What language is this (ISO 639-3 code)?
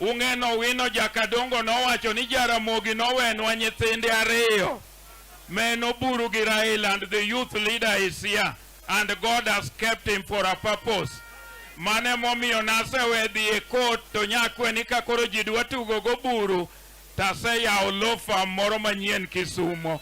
luo